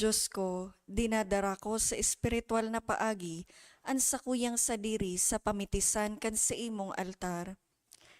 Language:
Bikol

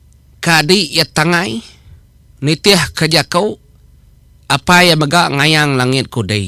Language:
Iban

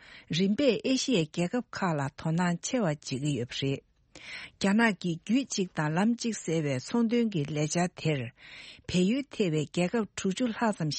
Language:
Tibetan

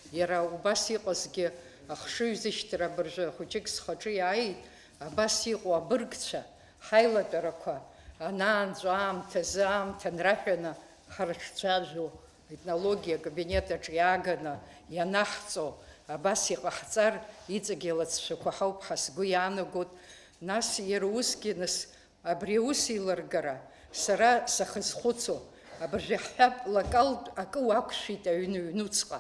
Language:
Abkhazian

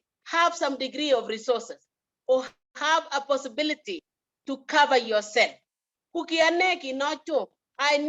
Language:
Kalenjin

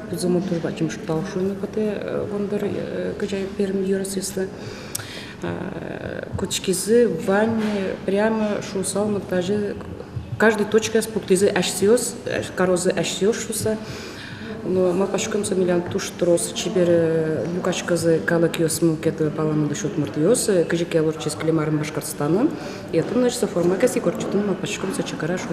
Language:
Udmurt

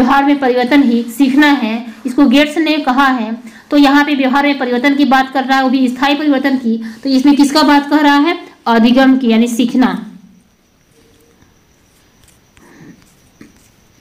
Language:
Hindi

